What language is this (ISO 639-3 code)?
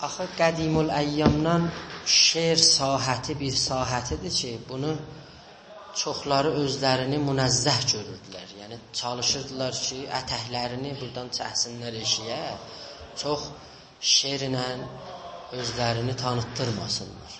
azb